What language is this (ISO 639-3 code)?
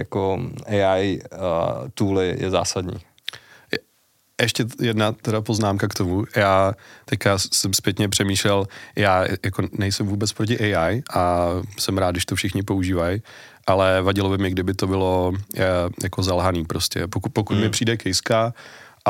ces